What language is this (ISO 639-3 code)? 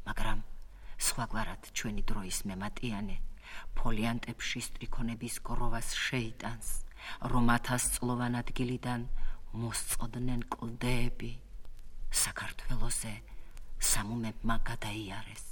kat